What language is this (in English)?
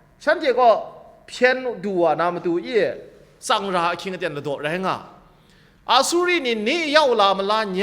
Kachin